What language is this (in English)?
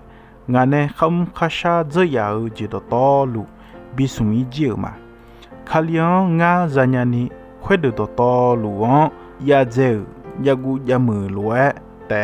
Akha